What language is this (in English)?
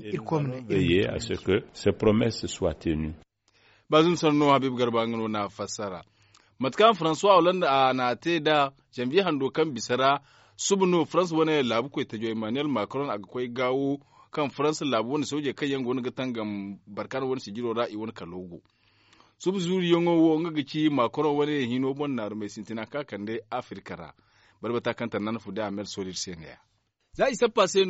Zarma